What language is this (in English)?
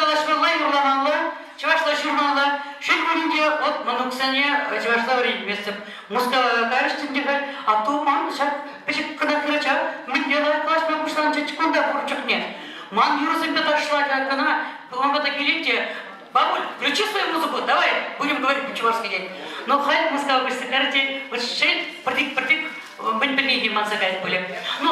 Chuvash